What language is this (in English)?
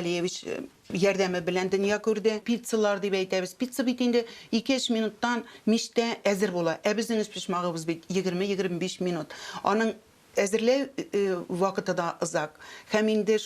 Tatar